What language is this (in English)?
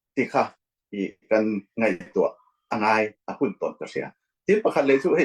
Falam Chin